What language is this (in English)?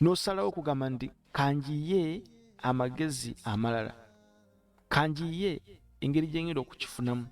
Ganda